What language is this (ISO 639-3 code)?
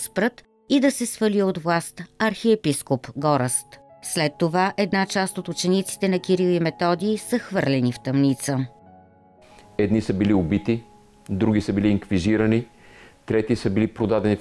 bul